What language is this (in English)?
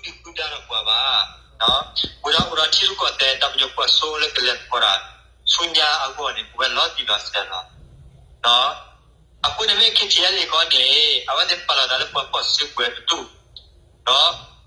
S'gaw Karen